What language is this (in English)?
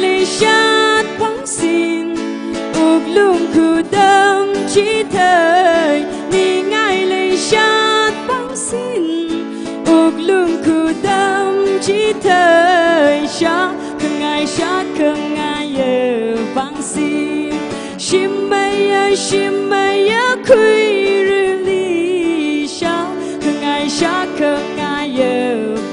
Tangkhul Naga (India)